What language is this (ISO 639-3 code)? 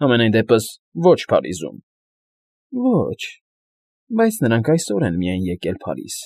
hye